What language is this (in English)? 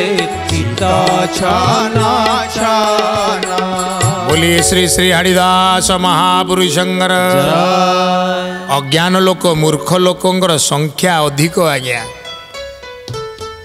Odia